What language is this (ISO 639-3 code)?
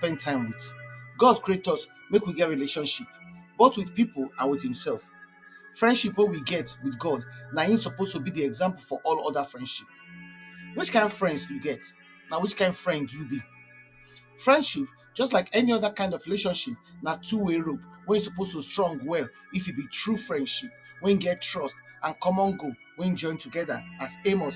pcm